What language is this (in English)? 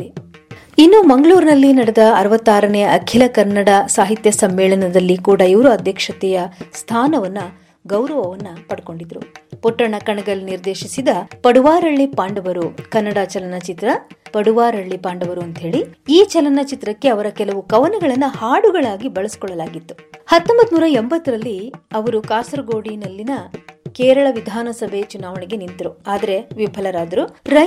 Kannada